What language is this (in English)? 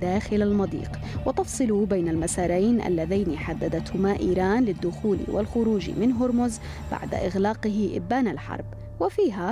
Arabic